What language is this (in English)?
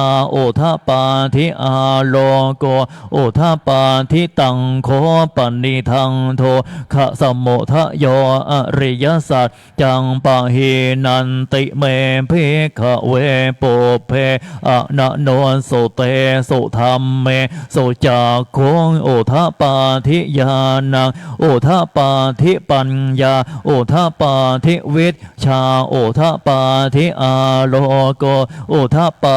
Pali